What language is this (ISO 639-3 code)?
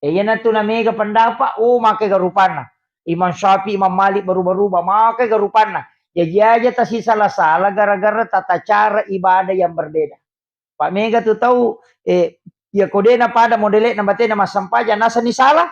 bug